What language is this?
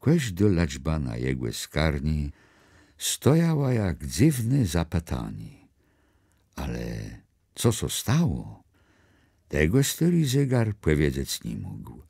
Kashubian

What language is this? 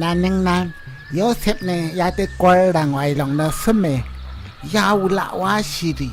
Rawang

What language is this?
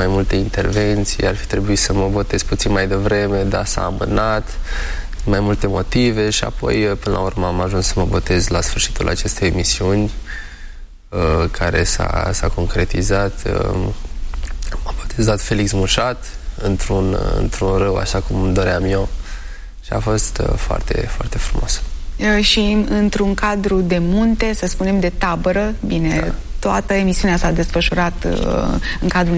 Romanian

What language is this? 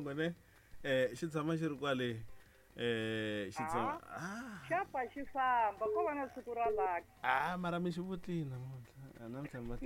Tsonga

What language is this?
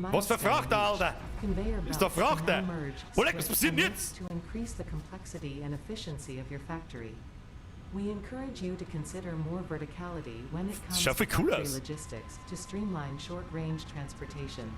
Bavarian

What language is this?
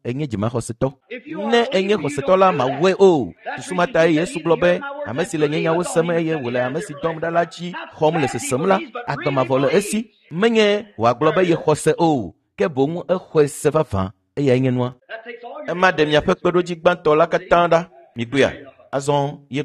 Ewe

